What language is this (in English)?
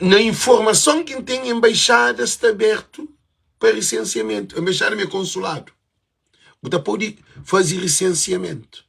Kabuverdianu